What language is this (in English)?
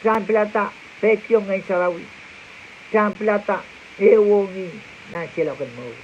Pohnpeian